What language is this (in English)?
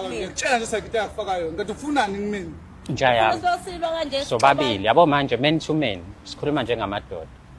Zulu